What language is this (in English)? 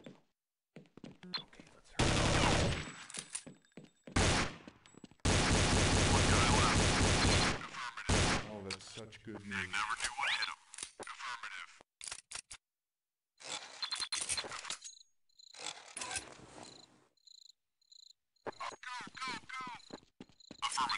English